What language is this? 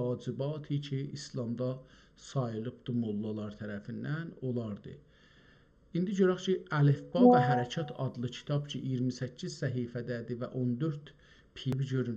South Azerbaijani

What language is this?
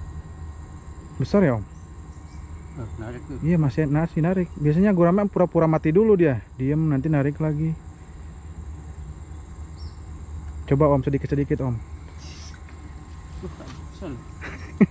Indonesian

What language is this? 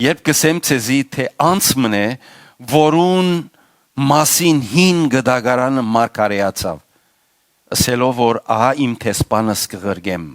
Western Armenian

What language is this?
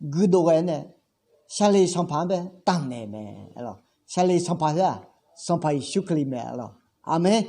Akha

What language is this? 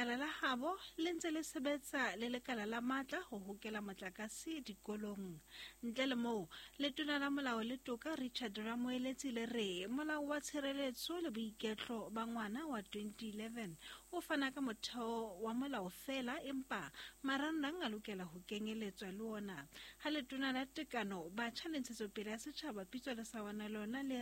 Southern Sotho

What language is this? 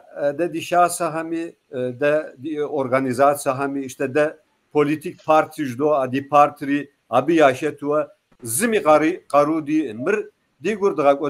Kabardian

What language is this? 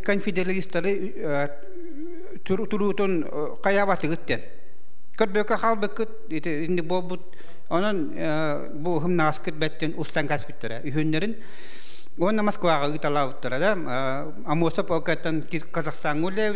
Yakut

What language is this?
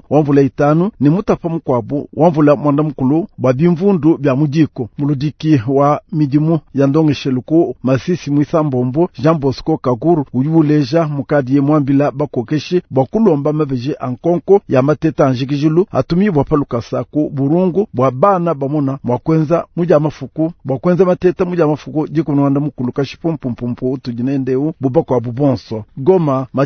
Luba-Lulua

